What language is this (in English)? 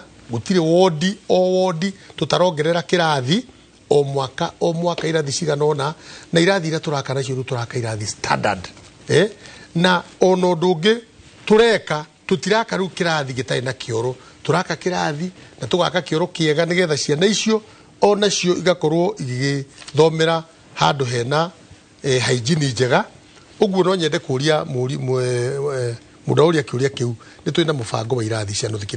Kikuyu